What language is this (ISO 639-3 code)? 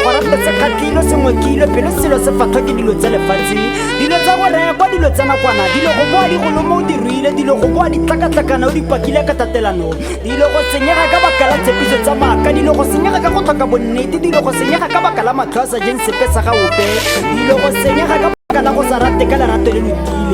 tsn